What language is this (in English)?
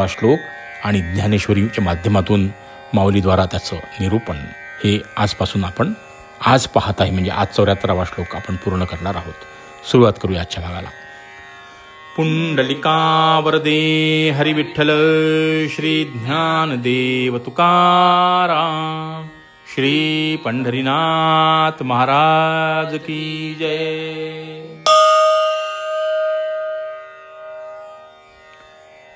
Marathi